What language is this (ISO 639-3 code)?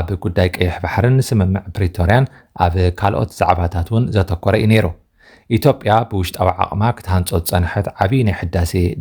tir